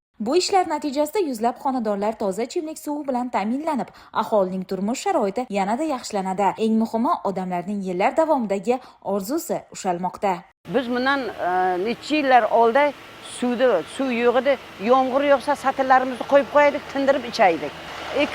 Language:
Uzbek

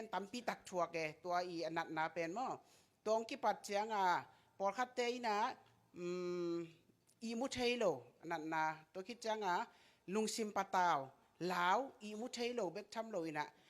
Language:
Tedim Chin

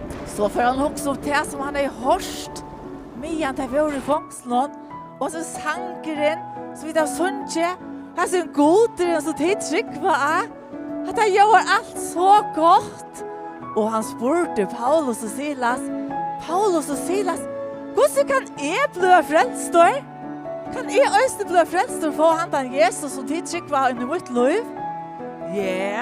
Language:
Faroese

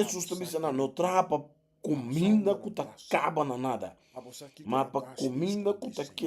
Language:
Papiamento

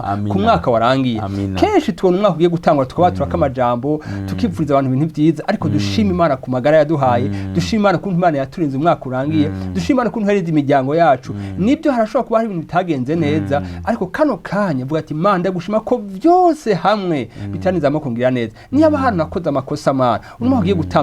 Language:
Rundi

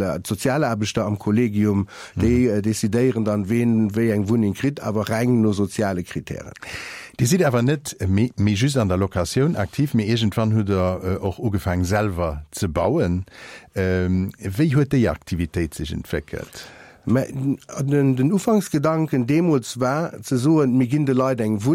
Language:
Luxembourgish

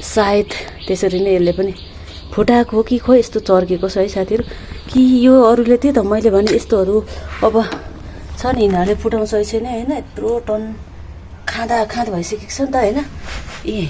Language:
Nepali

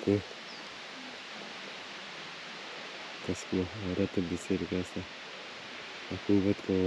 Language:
Romanian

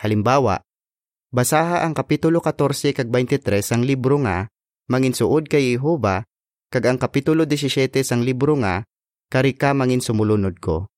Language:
Hiligaynon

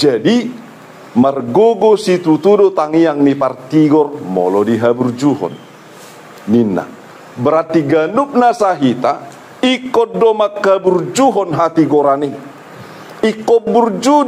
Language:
Batak Toba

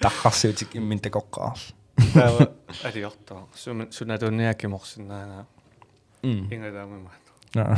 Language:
Kalaallisut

